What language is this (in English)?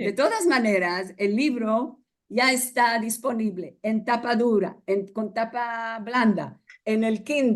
Ladino